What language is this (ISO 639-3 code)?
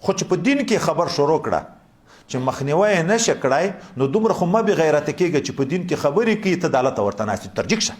pus